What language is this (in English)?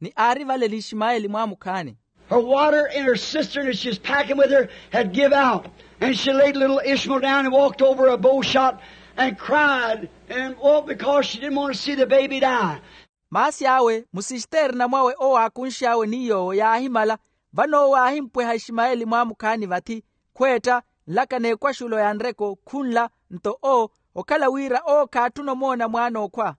Makhuwa